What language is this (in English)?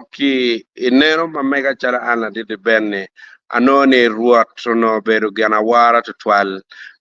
Acoli